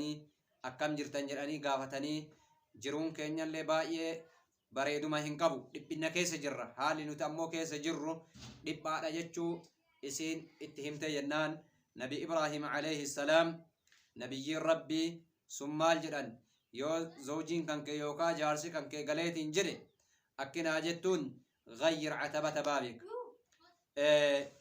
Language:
Oromo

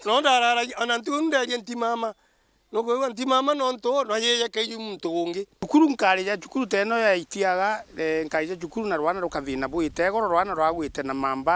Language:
Meru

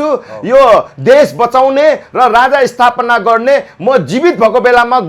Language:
Nepali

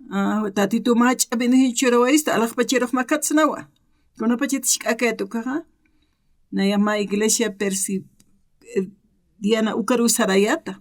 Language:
Aymara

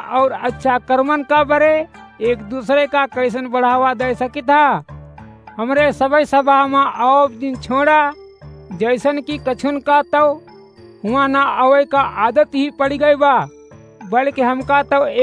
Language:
Awadhi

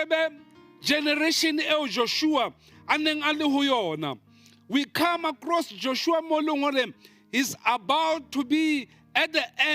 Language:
Southern Sotho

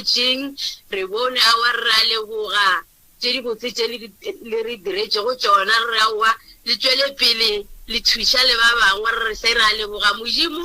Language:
Northern Sotho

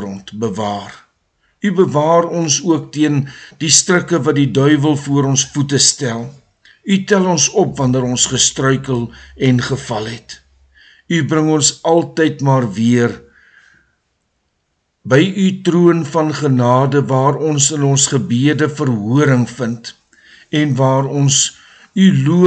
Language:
Afrikaans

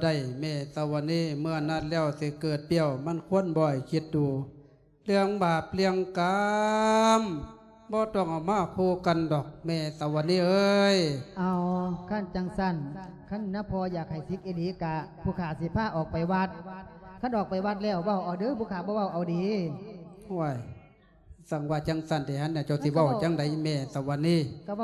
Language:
Lao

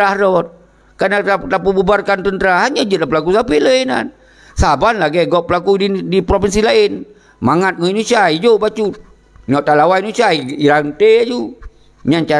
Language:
Achinese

